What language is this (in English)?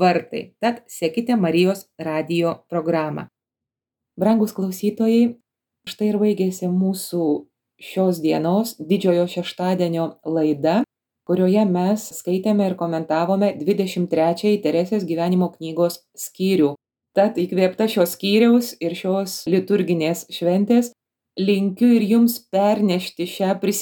Lithuanian